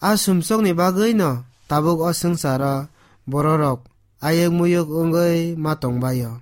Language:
Kok Borok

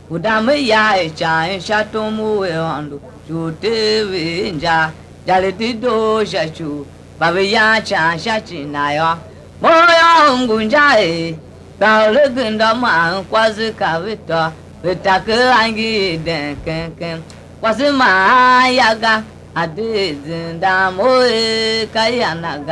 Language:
Tiv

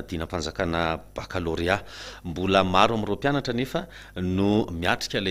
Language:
Malagasy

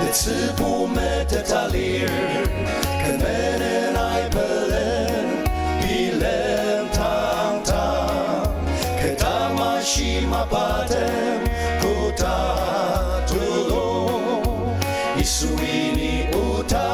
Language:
Ao Naga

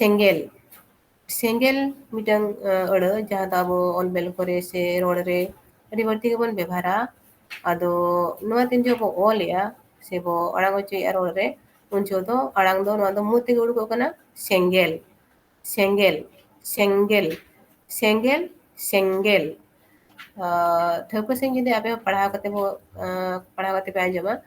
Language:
Santali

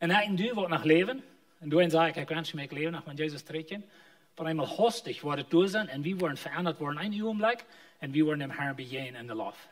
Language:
Plautdietsch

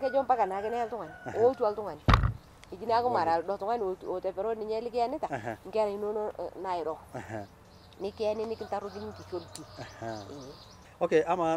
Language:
Masai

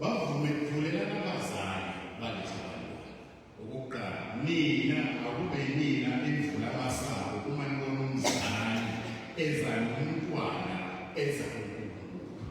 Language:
Zulu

